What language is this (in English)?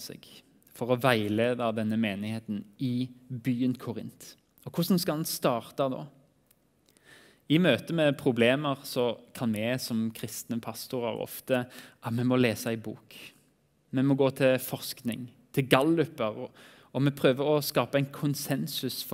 Norwegian